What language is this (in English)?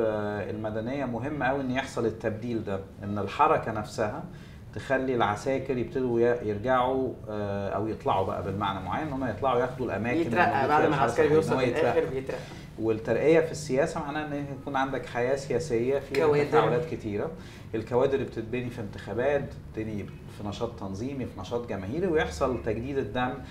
Egyptian Arabic